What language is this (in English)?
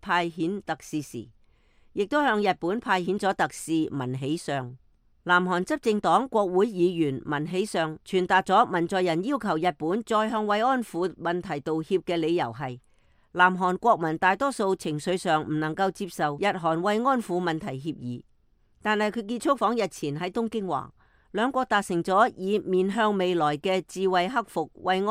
Cantonese